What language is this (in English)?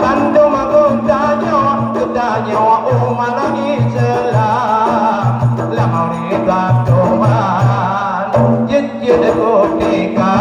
Achinese